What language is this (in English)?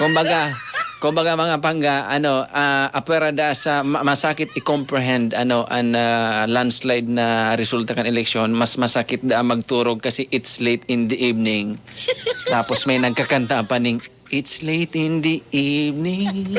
Bikol